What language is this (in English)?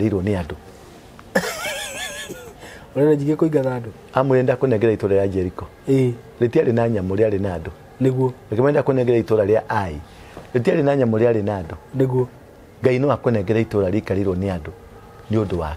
Kikuyu